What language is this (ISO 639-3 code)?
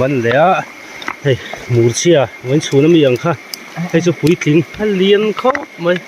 lus